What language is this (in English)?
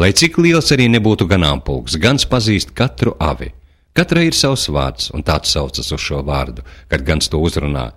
Latvian